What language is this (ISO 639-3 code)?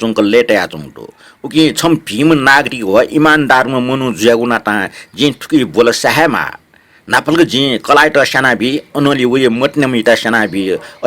new